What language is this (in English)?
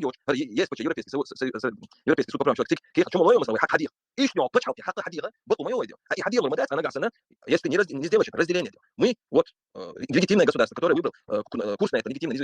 Chechen